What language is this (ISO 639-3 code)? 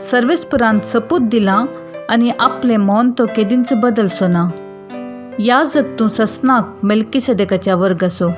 kok